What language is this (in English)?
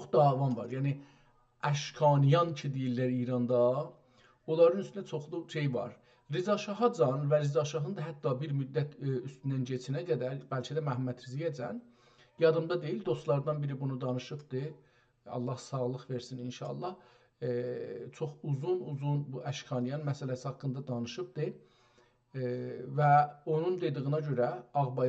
South Azerbaijani